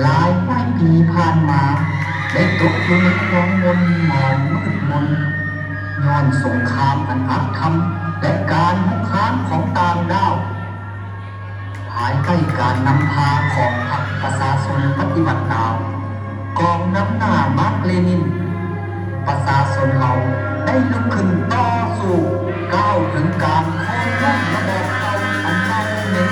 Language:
Lao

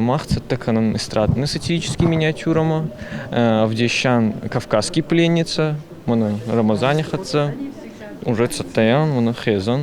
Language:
Ossetic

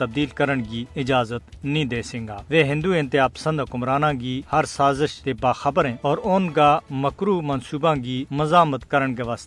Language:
Gujari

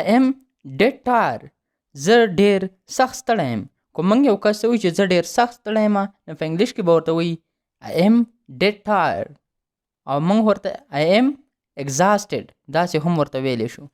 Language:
Pashto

